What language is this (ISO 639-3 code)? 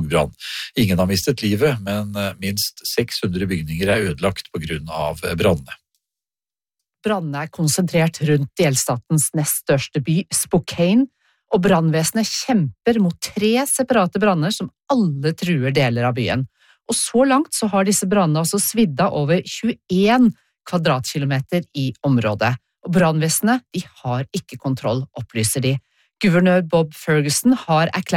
nor